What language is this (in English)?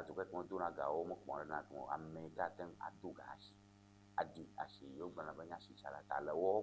Ewe